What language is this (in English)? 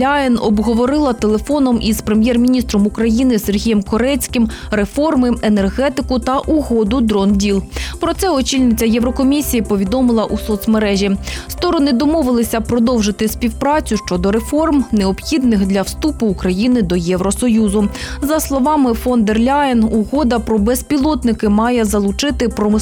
Ukrainian